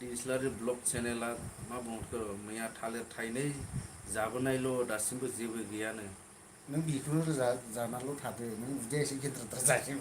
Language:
Bodo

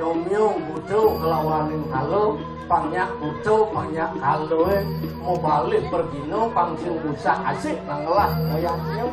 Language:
Balinese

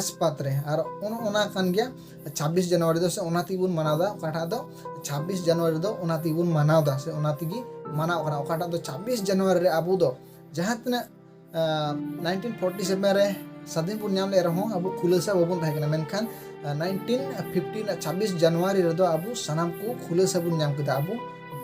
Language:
Santali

